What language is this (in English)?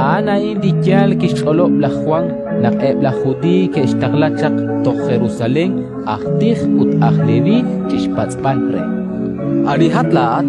Kekchí